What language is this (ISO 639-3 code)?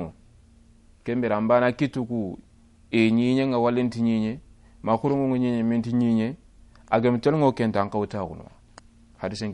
snk